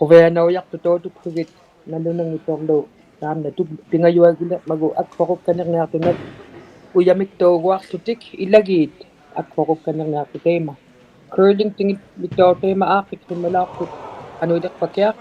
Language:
Inuktitut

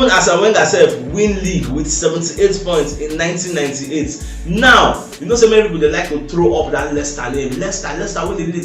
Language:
Nigerian Pidgin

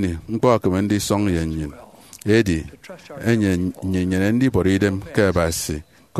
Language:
Efik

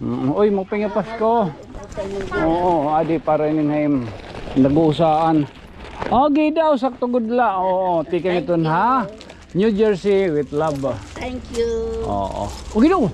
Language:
Waray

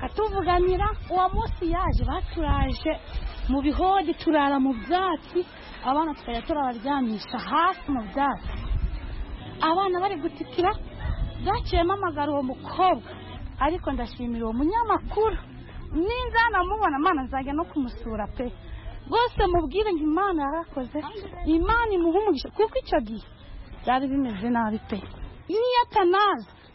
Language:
Kinyarwanda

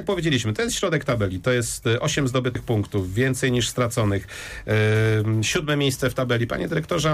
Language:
Polish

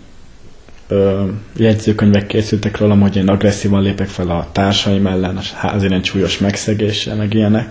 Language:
Hungarian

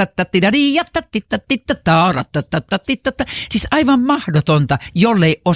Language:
Finnish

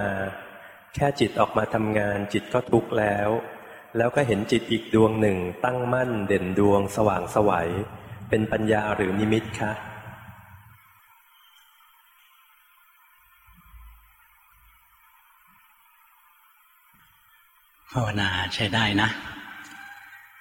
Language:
Thai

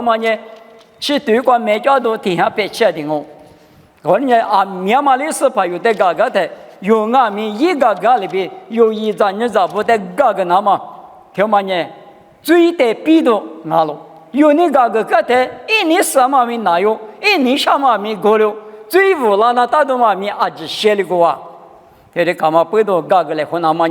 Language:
Lisu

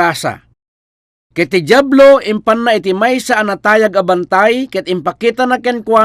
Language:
Iloko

